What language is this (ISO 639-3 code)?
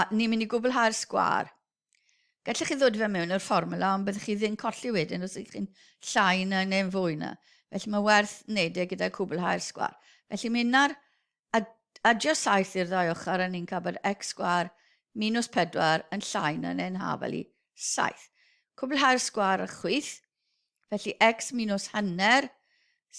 cym